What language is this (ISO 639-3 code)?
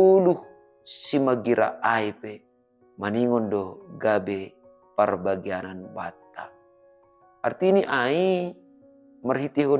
bts